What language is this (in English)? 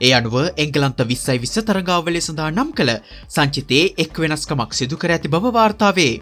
Sinhala